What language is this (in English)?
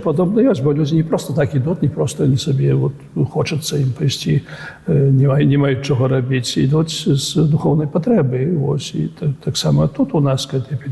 Belarusian